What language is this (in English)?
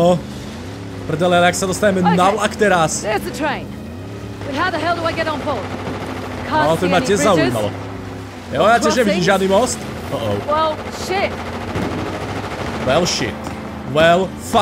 Slovak